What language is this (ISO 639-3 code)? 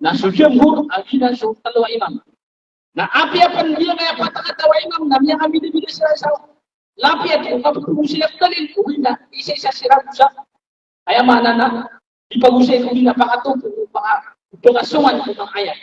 mrw